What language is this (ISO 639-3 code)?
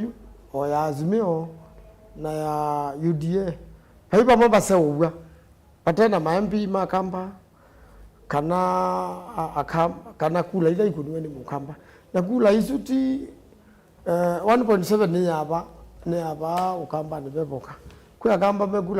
kam